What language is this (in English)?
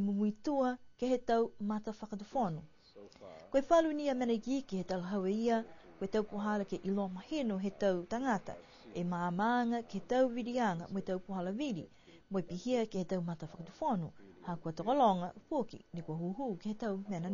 Niuean